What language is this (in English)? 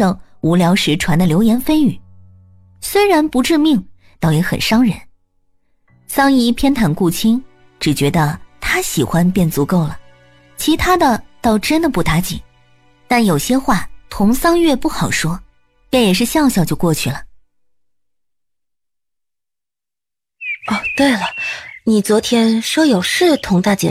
Chinese